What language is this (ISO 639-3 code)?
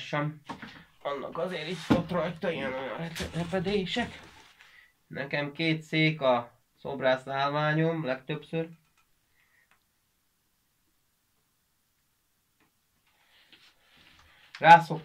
hun